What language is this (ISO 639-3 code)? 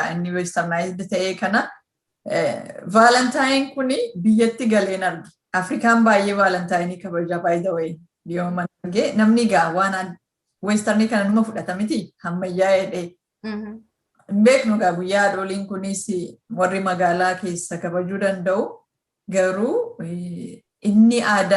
orm